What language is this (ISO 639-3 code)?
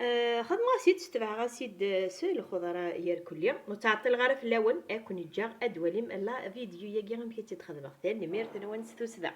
kab